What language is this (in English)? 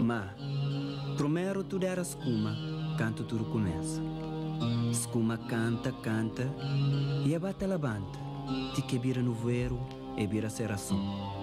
Kabuverdianu